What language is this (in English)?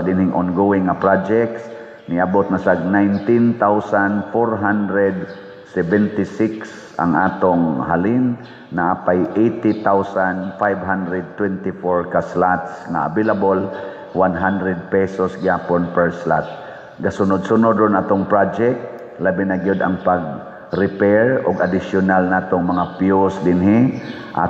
Cebuano